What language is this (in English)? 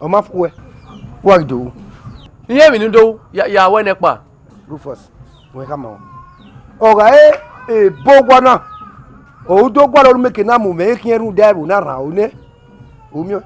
Bini